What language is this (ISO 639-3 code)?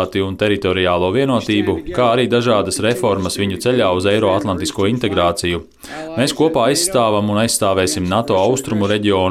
lav